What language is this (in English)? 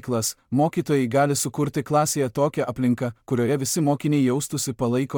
Lithuanian